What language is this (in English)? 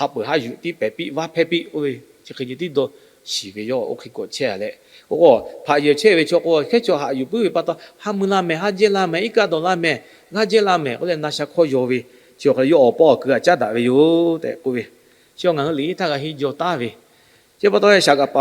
Lahu